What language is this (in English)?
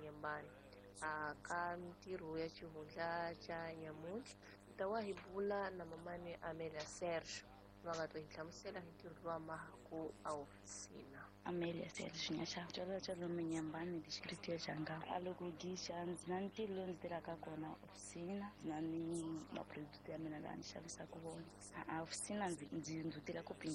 Tsonga